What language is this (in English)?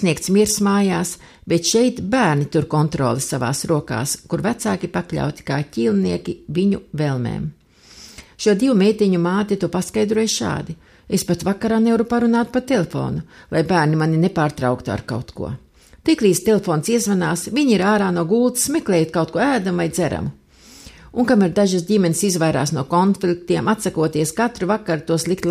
Latvian